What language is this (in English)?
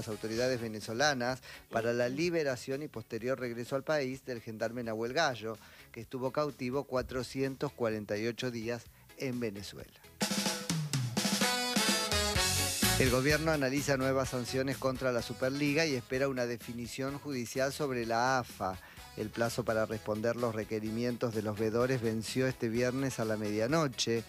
Spanish